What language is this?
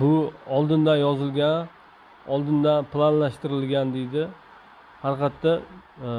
Uzbek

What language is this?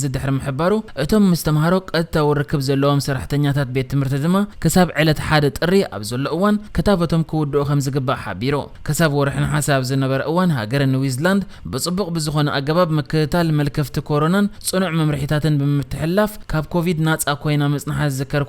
Tigrinya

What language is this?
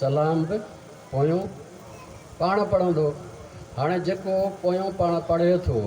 Sindhi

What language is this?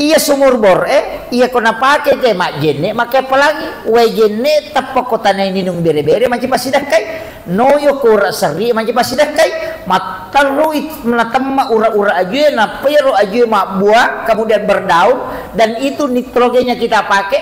Buginese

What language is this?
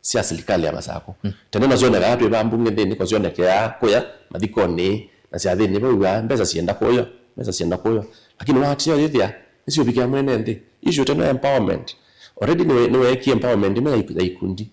Kamba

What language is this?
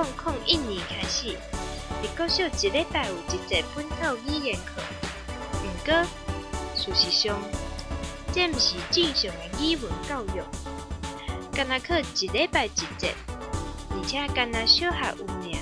Min Nan Chinese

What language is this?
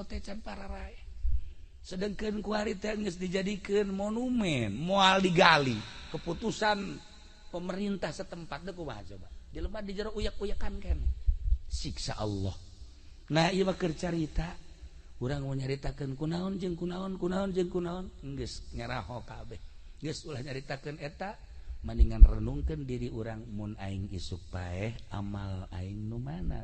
Sundanese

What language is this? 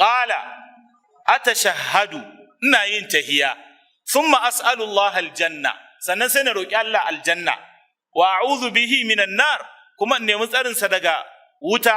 Hausa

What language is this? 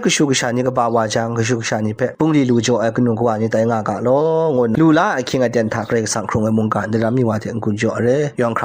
Kachin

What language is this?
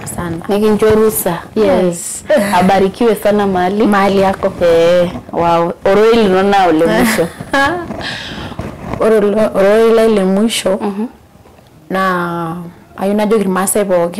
Masai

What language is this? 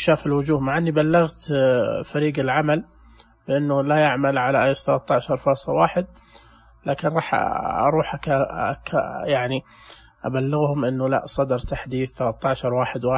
Najdi Arabic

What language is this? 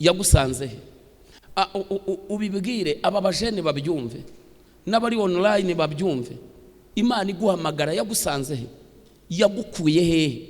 Kinyarwanda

